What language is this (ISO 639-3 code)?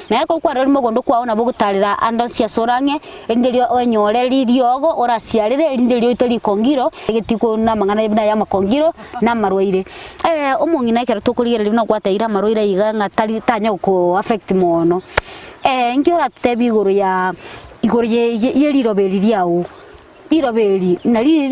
guz